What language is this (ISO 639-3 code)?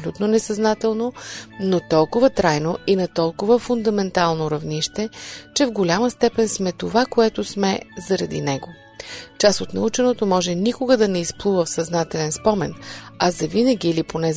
bul